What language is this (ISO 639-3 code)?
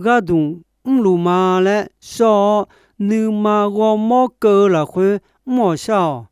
ahk